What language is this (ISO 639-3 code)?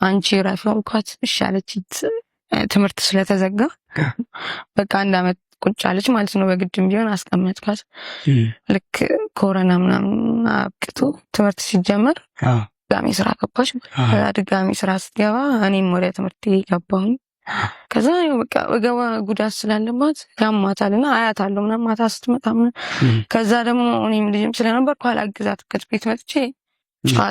amh